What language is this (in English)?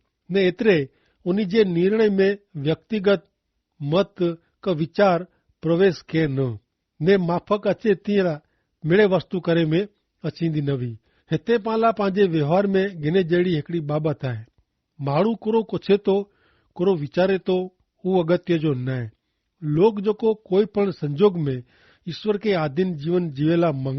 Kachhi